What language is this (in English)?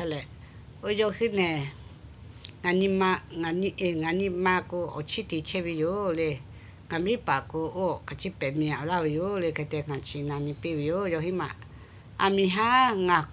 Lahu